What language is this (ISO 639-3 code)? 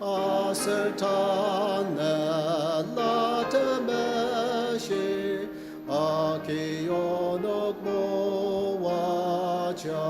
njo